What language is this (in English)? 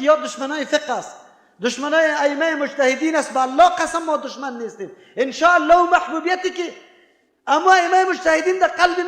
Persian